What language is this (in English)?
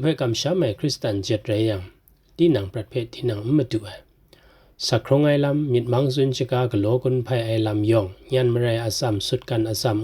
Kachin